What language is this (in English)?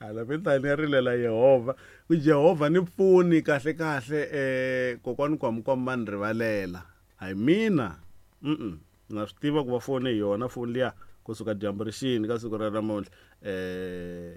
Tsonga